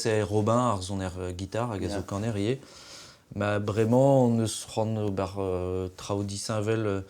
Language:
Breton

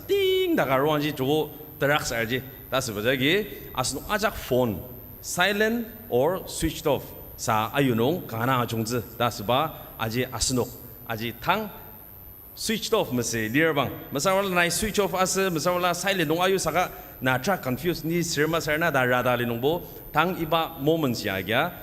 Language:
Ao Naga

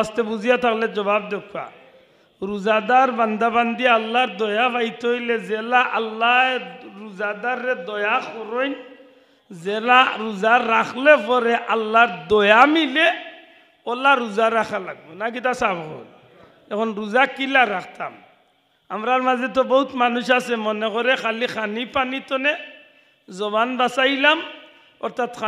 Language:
Sylheti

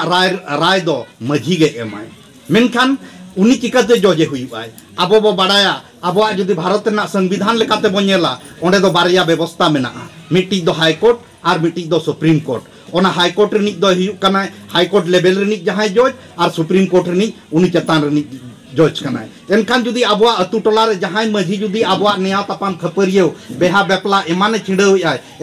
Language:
Santali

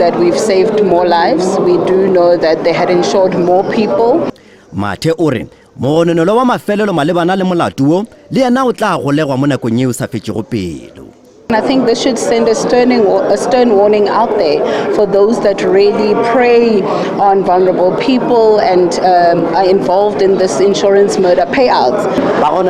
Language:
Northern Sotho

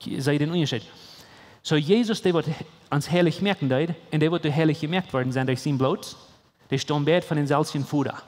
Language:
Plautdietsch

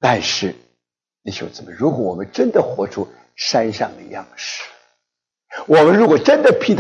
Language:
Chinese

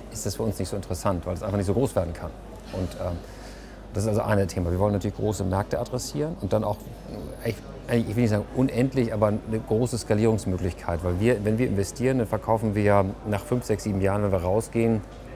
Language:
German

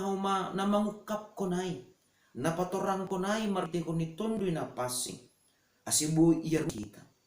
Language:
Batak Simalungun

